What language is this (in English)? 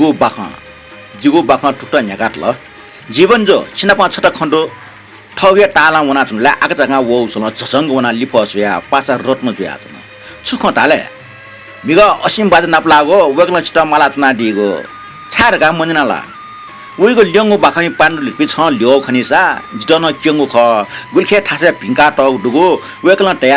Newari